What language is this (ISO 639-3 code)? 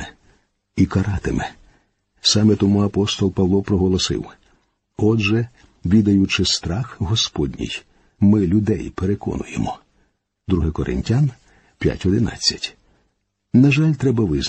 ukr